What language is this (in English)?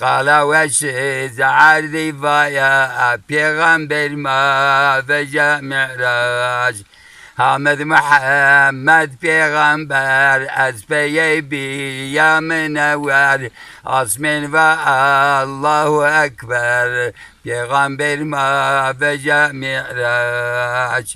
Zaza